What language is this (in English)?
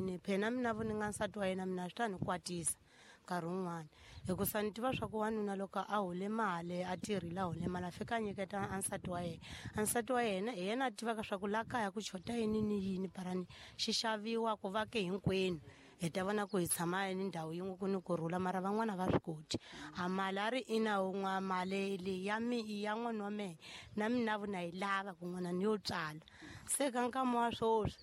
Tsonga